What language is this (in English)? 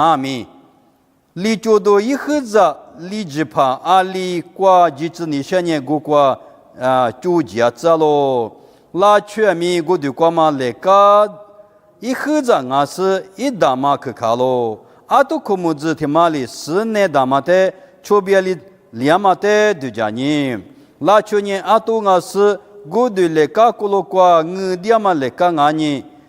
Lisu